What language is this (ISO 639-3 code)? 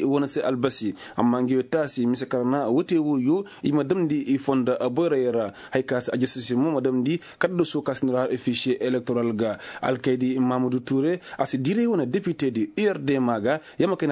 ses